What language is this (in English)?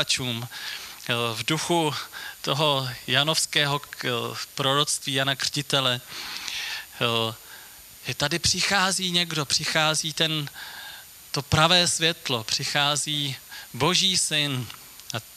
Czech